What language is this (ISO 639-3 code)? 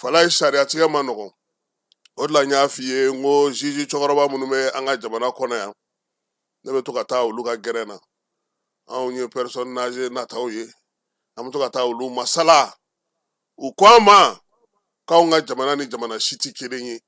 bam